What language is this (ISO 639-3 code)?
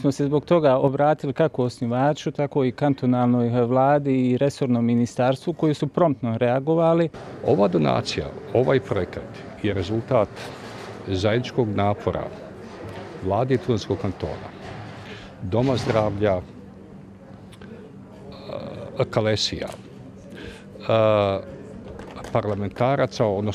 bos